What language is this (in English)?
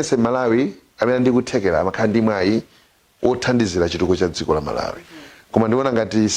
Nyanja